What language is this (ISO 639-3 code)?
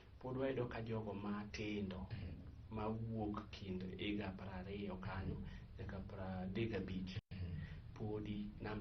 luo